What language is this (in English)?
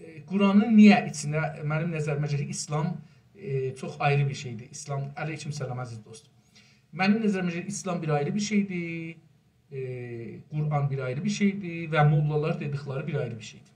South Azerbaijani